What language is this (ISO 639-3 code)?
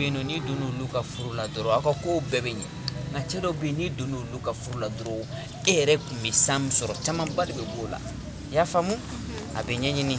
bam